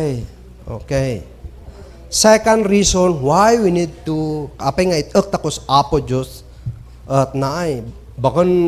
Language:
Kankanaey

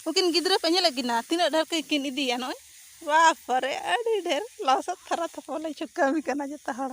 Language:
Santali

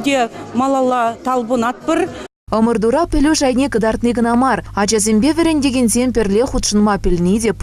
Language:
Chuvash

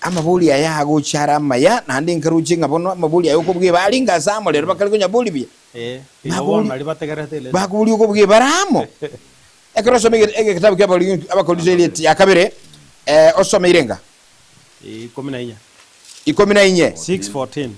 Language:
Gusii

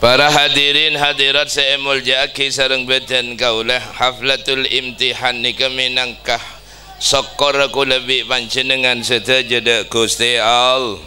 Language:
Madurese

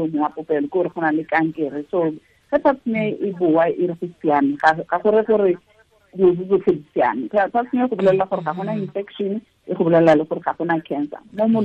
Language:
Tswana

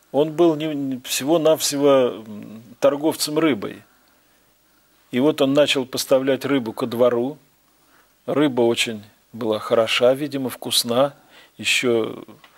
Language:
Russian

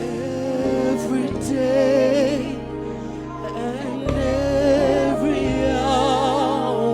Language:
Venda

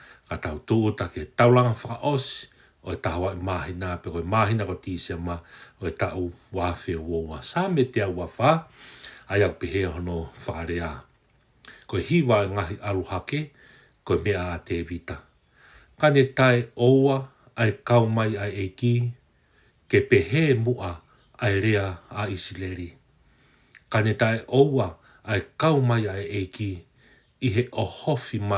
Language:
Tongan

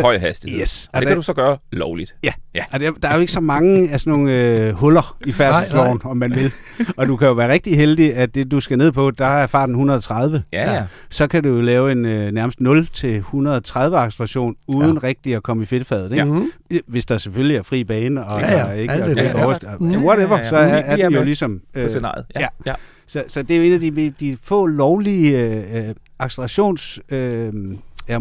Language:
Danish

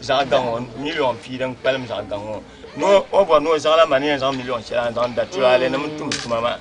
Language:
Dagbani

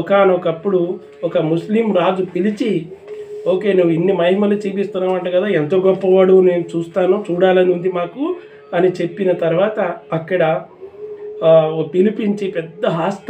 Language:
Telugu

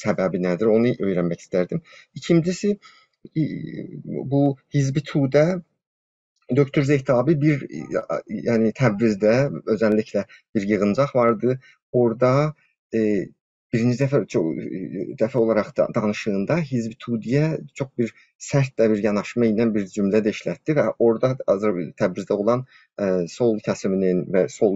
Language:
South Azerbaijani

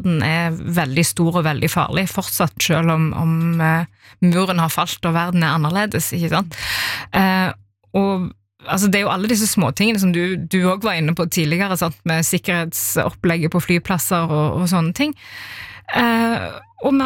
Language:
Norwegian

